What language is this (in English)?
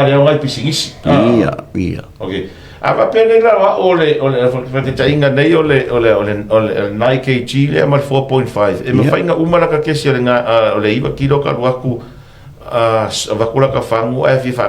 Samoan